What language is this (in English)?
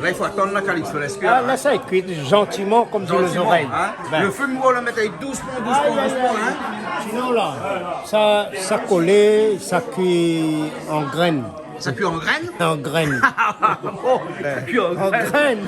Réunion Creole French